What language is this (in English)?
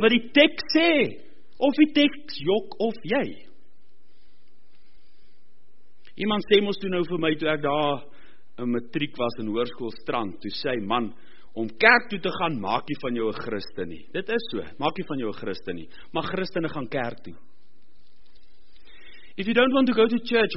Afrikaans